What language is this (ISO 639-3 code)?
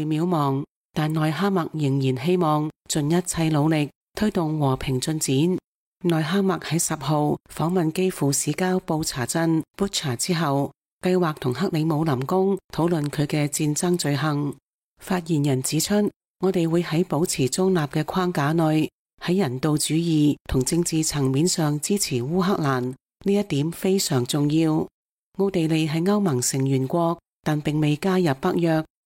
yue